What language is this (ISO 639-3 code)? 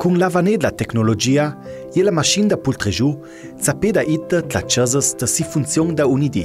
lld